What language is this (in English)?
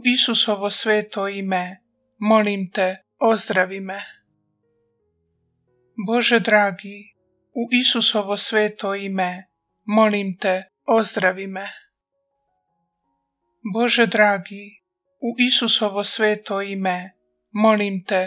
Croatian